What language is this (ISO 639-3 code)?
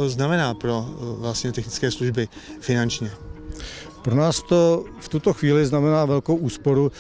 ces